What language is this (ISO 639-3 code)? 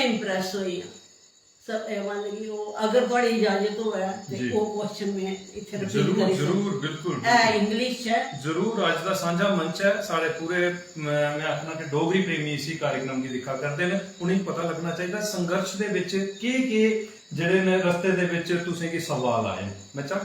doi